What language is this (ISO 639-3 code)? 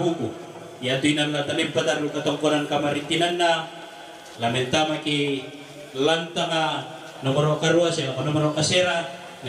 sda